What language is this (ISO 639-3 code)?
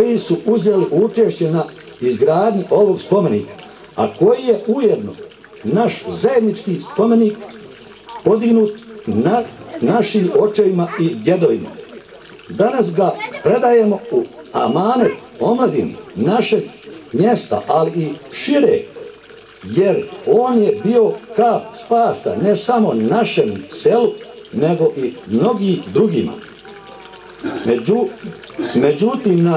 bos